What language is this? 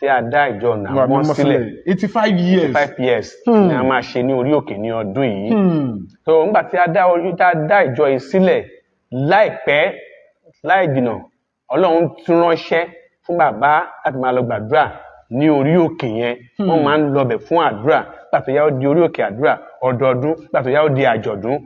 Yoruba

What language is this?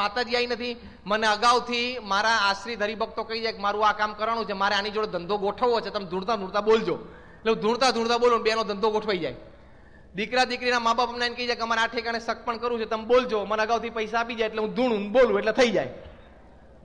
Gujarati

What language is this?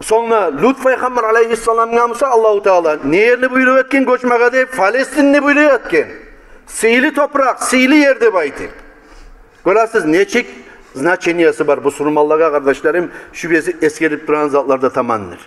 Kumyk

